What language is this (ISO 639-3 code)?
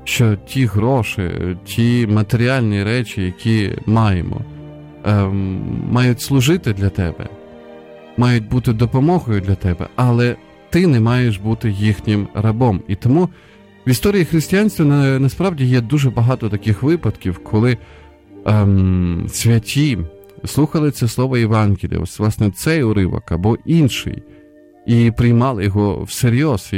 ukr